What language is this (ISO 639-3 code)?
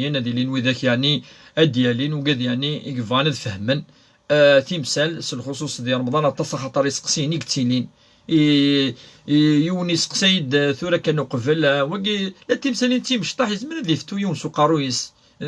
kab